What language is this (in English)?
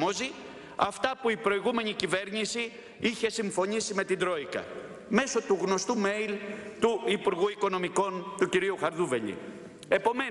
Greek